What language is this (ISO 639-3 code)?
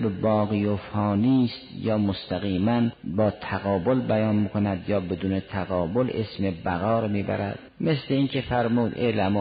fas